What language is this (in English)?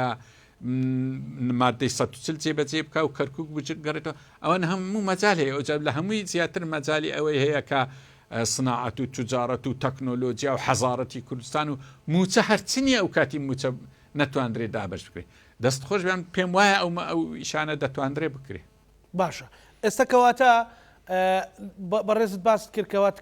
Central Kurdish